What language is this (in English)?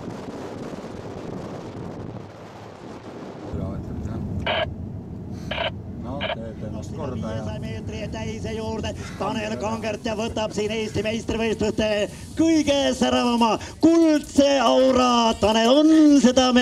Estonian